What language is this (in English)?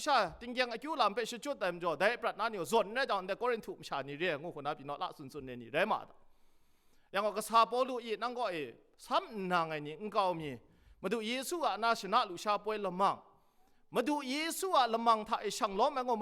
Kachin